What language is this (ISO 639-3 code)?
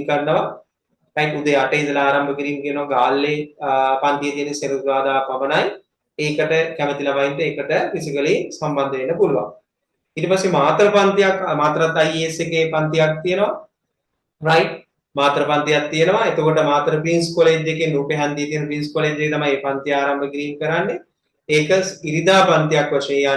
sin